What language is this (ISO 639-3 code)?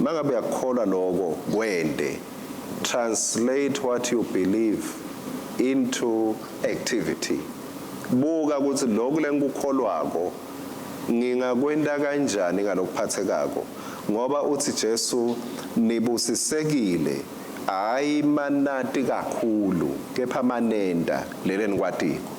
ssw